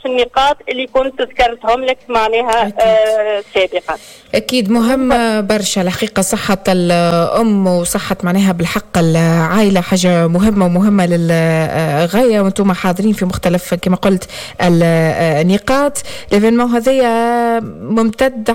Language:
Tunisian Arabic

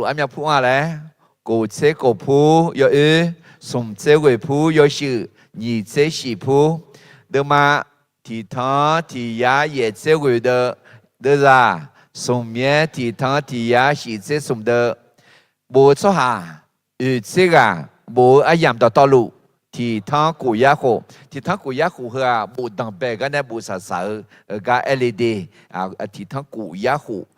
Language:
Akha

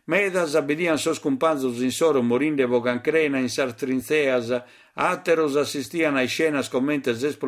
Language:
Sardinian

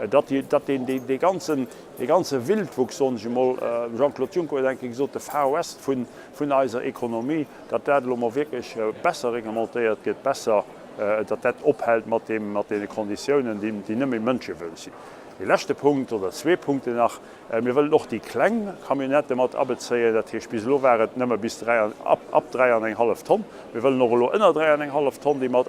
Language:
Luxembourgish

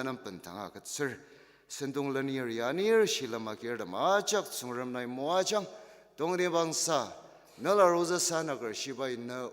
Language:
Ao Naga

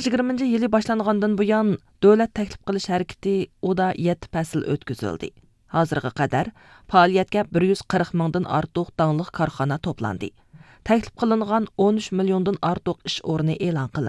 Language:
Uyghur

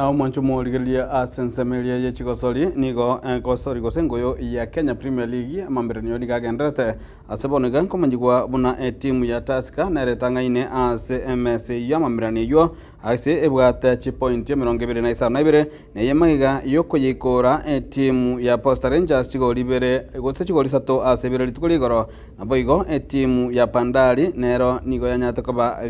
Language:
Gusii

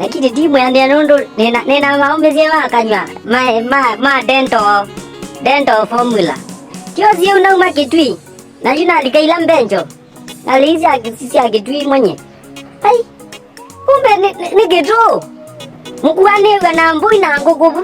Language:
Kamba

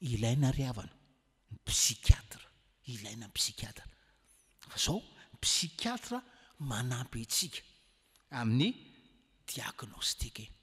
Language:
Malagasy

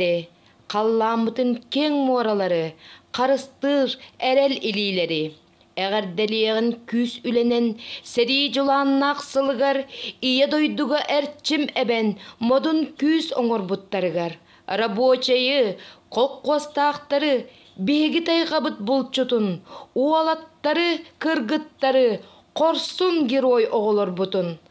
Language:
Yakut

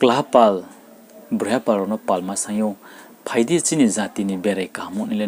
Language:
Riang (India)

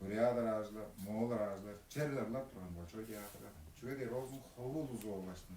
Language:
Tuvinian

